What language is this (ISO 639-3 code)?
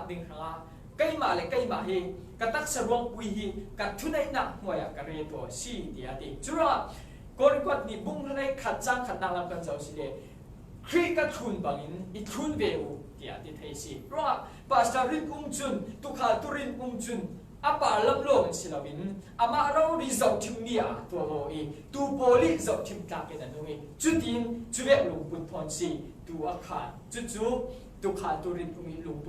cfm